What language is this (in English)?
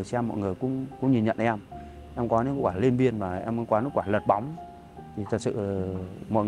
Vietnamese